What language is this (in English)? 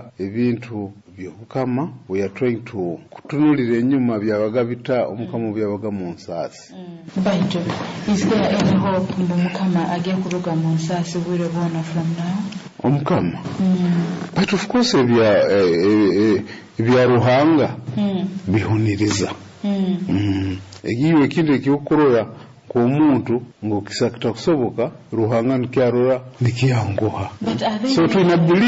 Nyoro